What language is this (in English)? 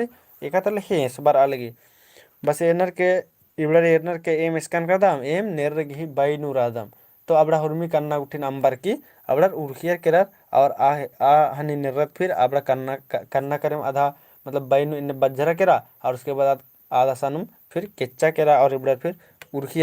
Kurukh